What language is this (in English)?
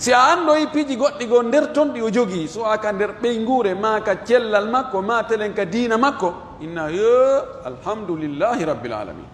Pular